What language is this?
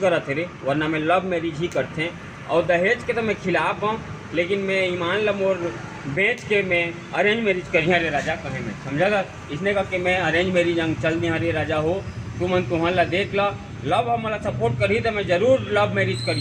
Chhattisgarhi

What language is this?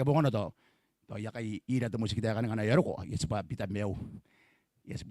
Gilbertese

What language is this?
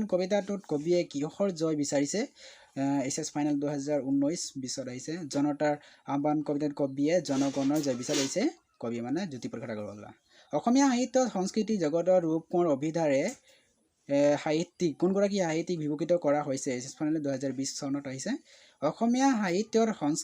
Assamese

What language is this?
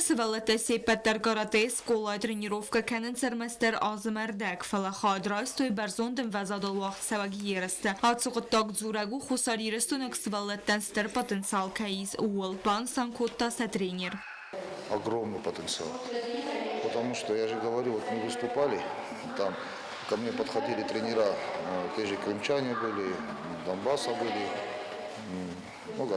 Ossetic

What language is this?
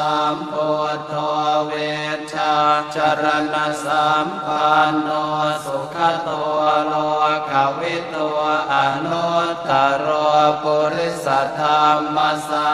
Pali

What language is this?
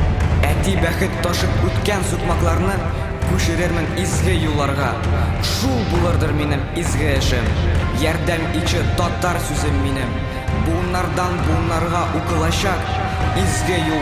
Tatar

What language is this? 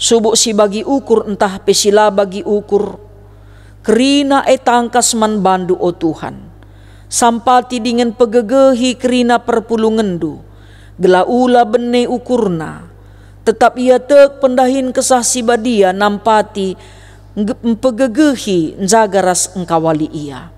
Batak Karo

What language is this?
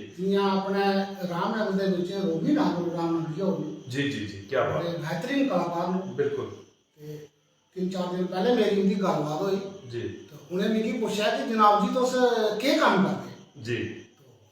Dogri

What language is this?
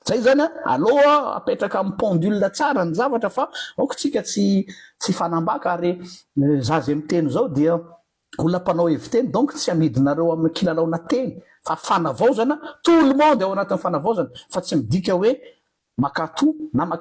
Malagasy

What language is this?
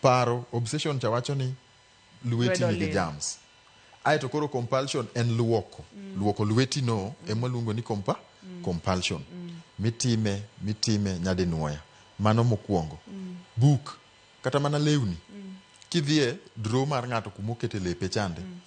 Luo (Kenya and Tanzania)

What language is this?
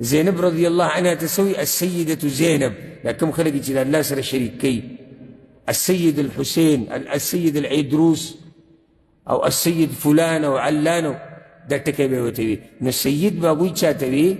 Pashto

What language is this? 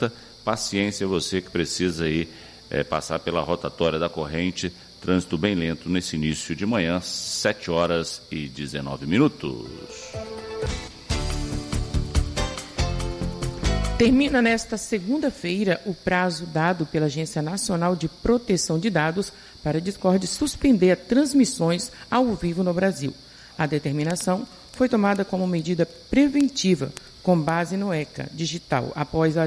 Portuguese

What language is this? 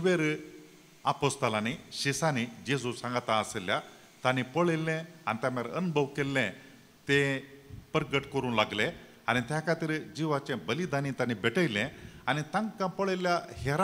Konkani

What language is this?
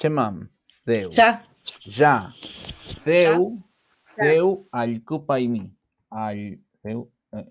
Mapuche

